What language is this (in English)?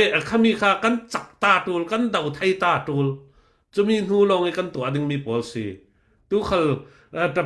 Falam Chin